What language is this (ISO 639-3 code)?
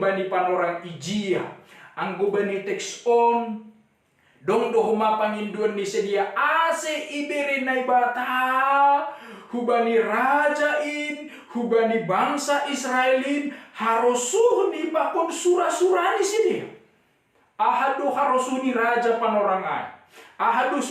bts